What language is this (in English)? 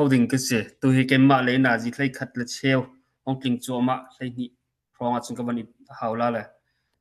Hakha Chin